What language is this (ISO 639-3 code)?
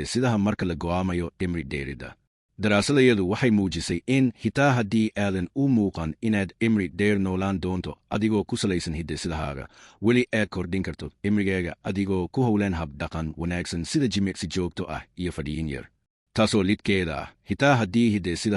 som